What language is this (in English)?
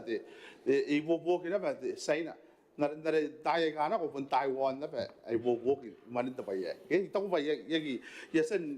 Gilbertese